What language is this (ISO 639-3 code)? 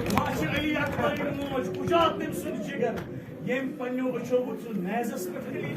kas